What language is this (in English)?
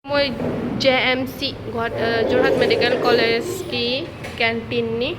Manipuri